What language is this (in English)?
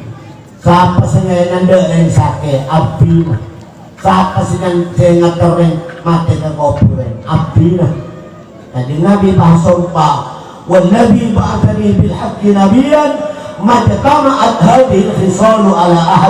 Madurese